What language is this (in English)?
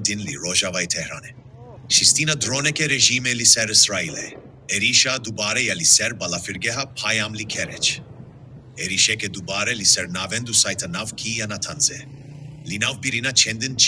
Kurdish